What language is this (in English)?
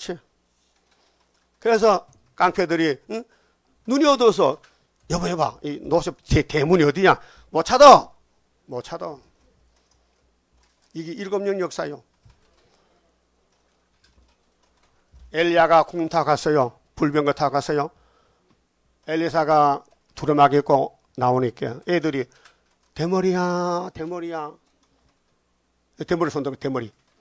Korean